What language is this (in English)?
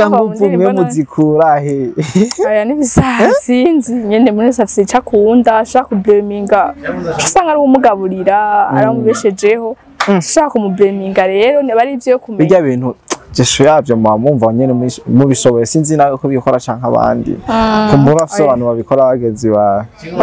Rundi